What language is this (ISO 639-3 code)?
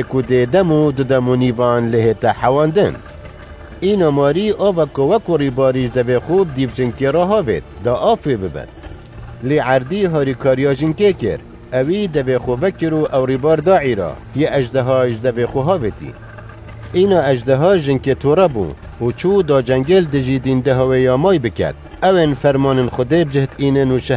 kur